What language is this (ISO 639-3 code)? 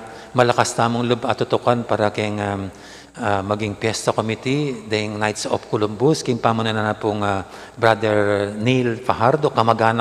pam